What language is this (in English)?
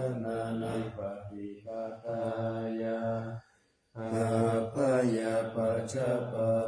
Pali